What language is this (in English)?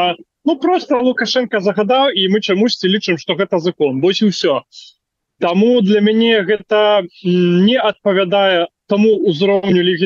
Belarusian